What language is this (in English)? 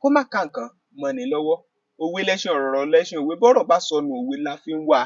Yoruba